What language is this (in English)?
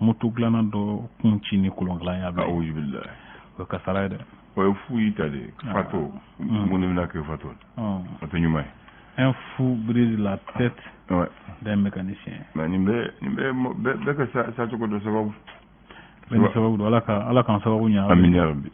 Bambara